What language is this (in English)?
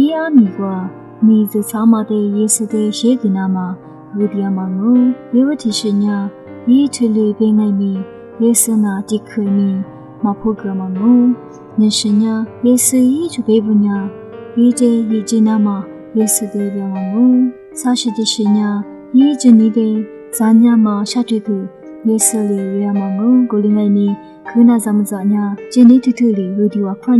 Lisu